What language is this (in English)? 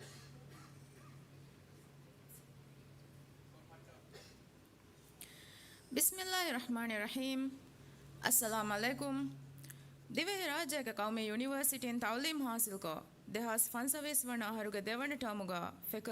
Divehi